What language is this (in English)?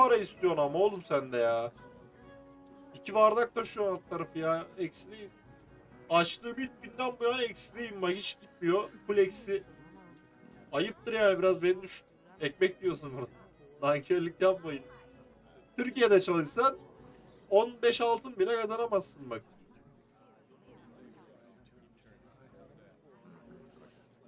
Turkish